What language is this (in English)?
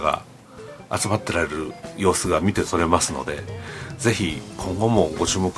Japanese